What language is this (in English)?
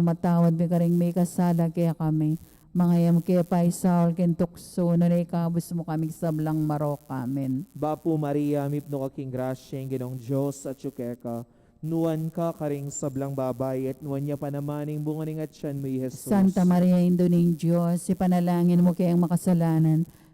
Pampanga